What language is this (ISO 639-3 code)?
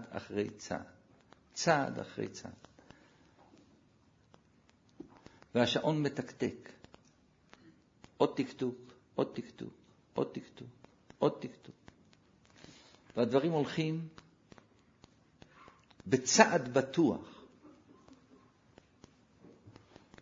heb